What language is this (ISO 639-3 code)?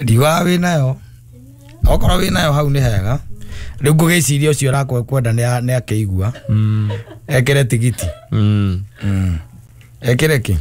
kik